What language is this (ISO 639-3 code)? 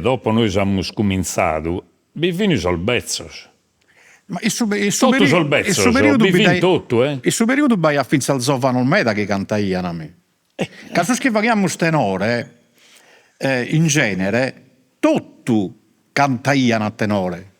srd